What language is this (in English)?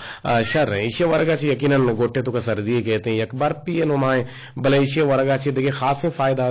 Eastern Balochi